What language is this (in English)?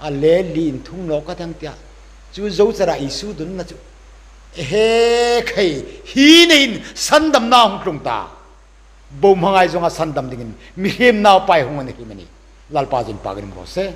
Hmar